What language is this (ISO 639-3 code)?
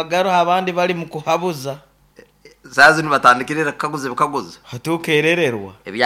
nyo